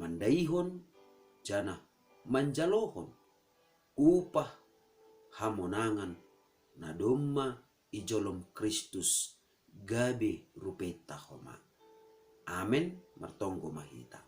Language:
Batak Simalungun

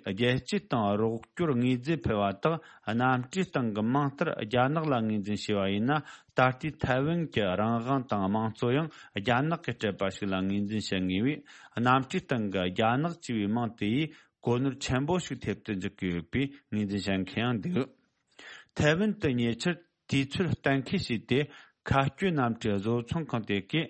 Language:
Tibetan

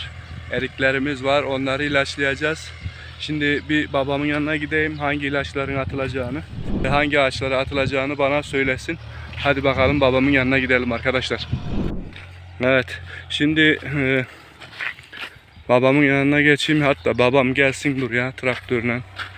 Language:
Turkish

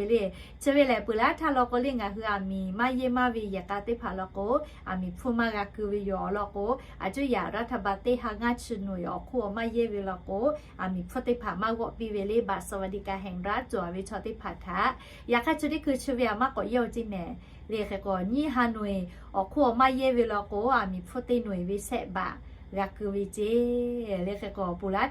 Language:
Lahu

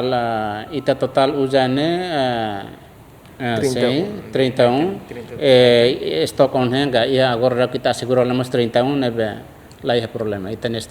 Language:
Tetum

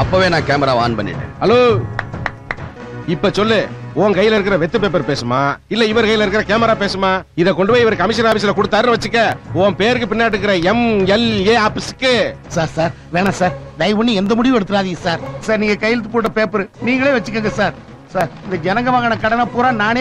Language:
Tamil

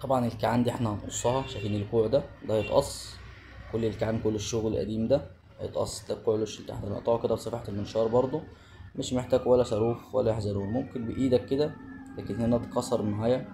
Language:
Egyptian Arabic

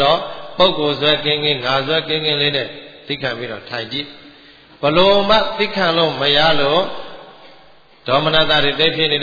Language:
Burmese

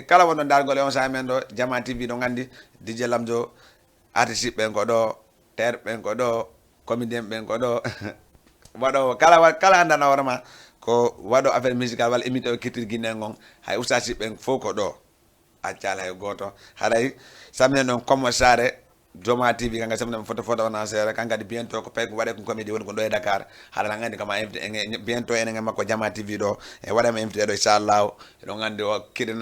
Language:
Fula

